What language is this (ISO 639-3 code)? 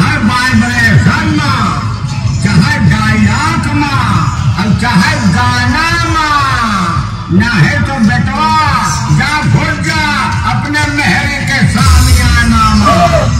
bho